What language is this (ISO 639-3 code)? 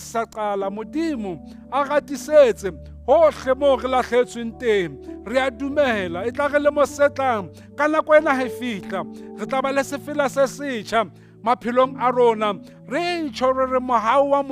sot